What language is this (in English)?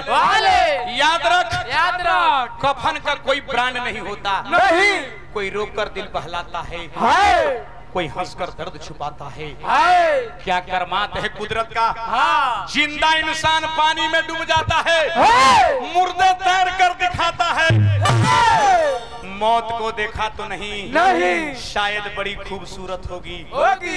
Bhojpuri